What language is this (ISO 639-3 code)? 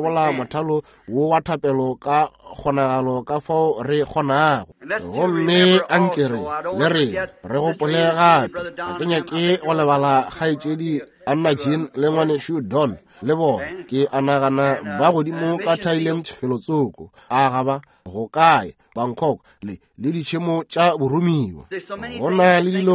nso